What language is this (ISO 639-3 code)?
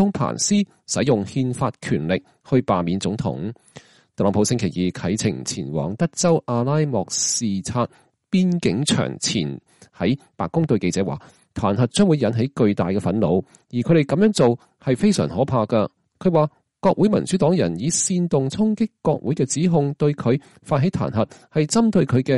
yue